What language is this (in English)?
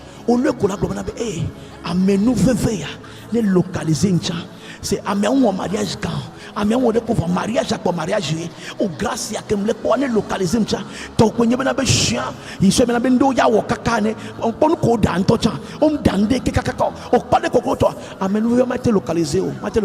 Ewe